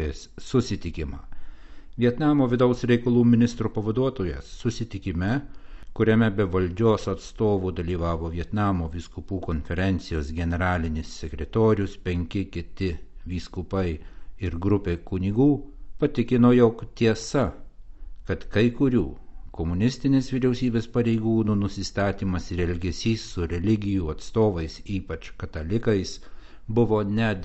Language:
Lithuanian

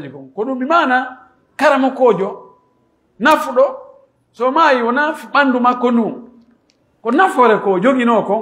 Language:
Pular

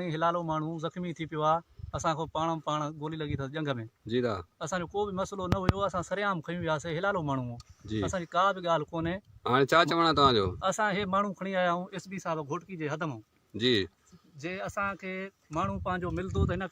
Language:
Sindhi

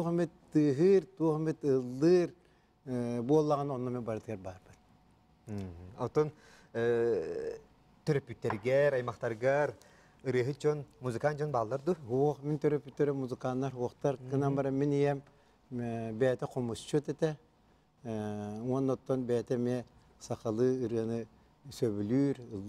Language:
Yakut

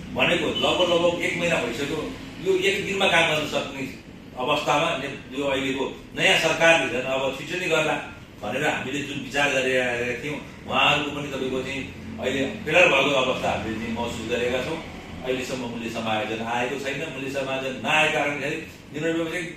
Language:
Nepali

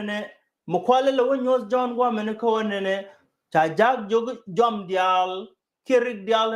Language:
Nuer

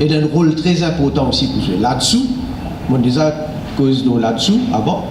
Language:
Morisyen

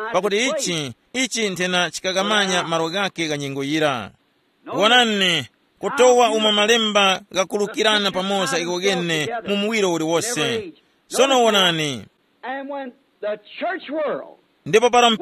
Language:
Tumbuka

